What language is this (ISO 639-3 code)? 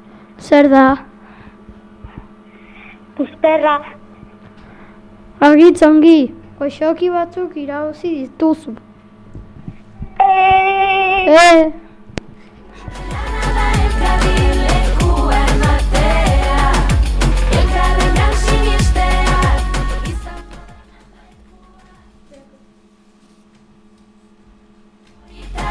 eus